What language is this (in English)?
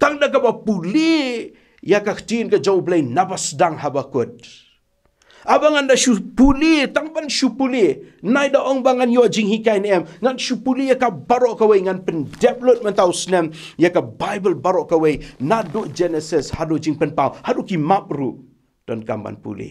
Khasi